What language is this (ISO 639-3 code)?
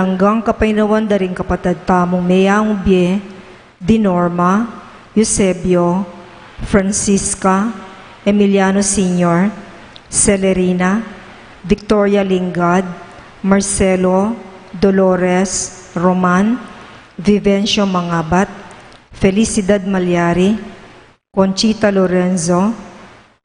pam